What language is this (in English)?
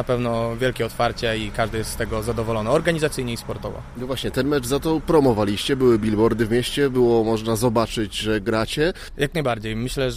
Polish